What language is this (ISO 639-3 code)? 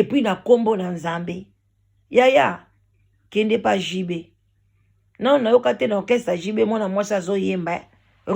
lin